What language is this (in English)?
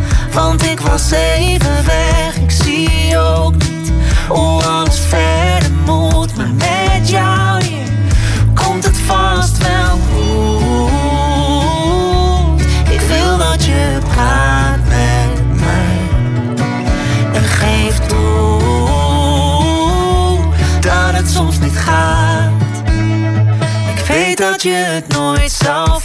Dutch